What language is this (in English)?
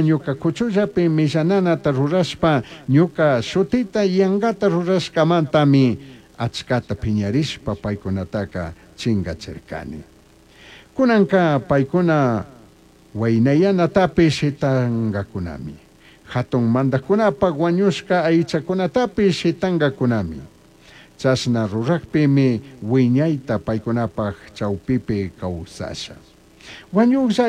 Chimborazo Highland Quichua